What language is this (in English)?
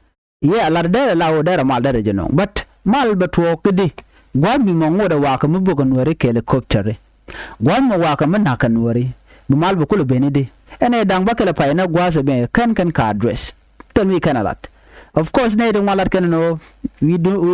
Nuer